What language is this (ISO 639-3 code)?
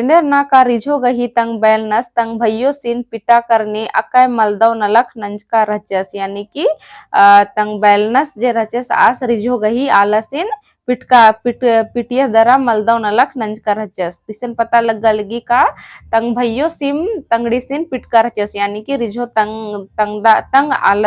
kru